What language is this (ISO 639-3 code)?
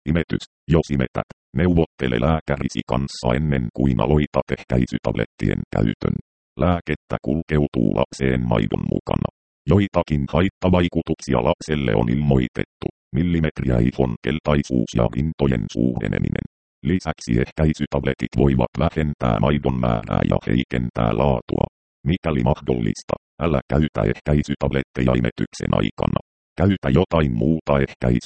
fin